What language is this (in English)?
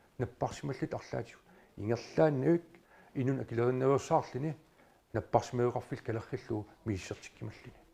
Kalaallisut